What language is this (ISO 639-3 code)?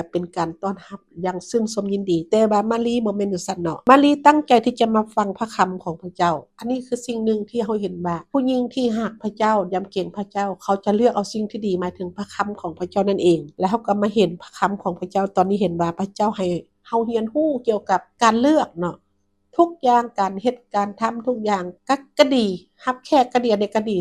lao